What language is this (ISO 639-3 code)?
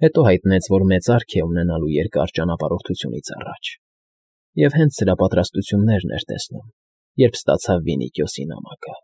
hye